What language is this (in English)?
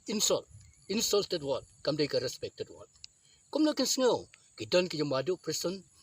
Khasi